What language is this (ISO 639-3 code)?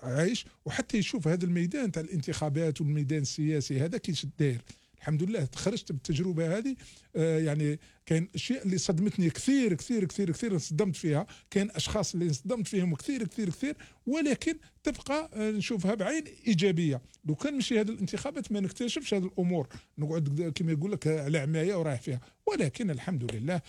arq